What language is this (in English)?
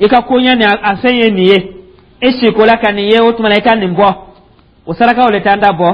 Dyula